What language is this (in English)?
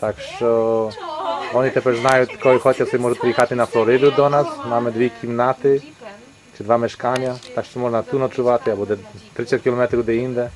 Rusyn